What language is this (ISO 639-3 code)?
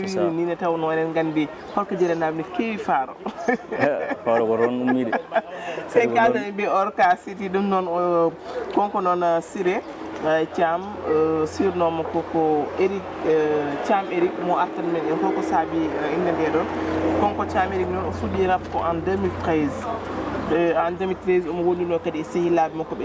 ful